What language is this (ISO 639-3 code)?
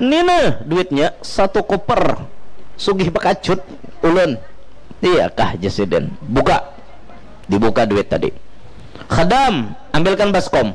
bjn